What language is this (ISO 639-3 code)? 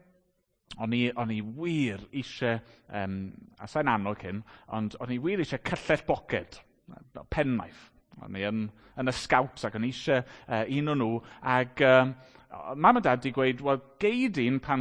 cym